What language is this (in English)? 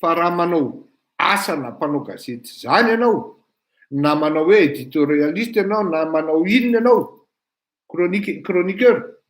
Malagasy